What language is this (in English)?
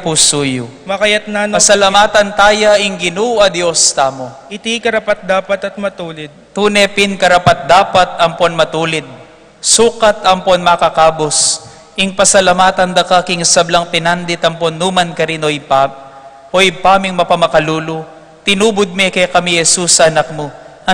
Pampanga